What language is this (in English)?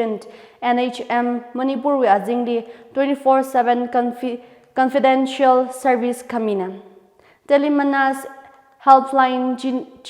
Tangkhul Naga (India)